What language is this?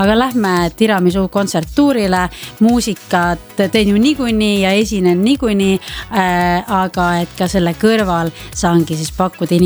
Estonian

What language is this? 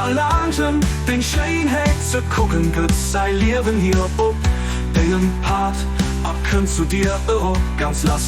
Luxembourgish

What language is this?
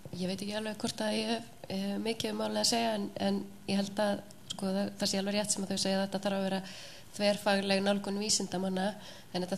Icelandic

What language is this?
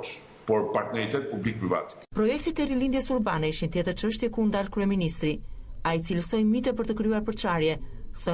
Albanian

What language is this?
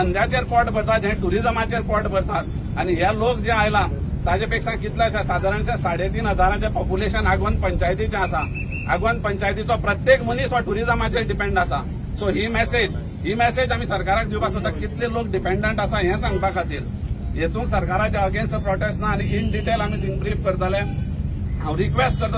Konkani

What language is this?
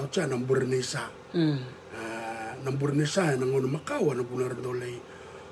Fijian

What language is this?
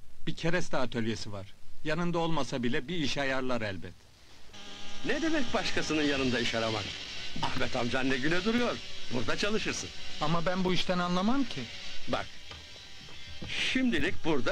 Turkish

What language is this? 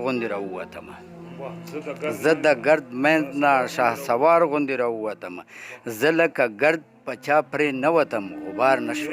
Pashto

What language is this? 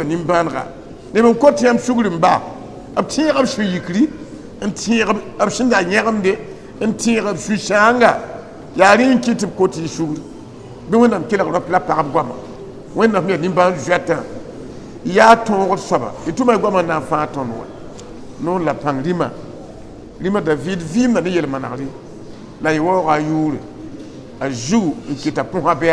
Mossi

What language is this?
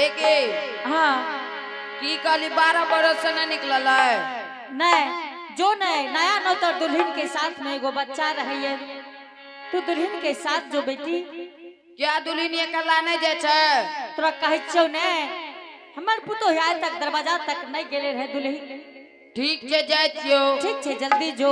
Angika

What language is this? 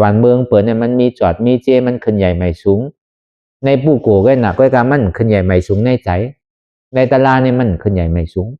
Shan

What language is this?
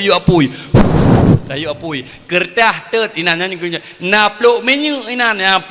Achinese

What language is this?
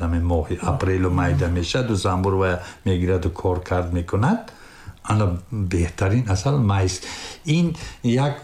Tajik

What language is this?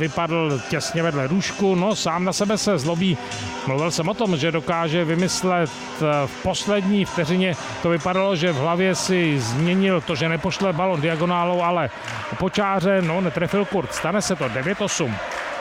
Czech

